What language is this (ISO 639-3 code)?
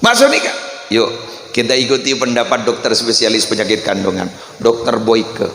mad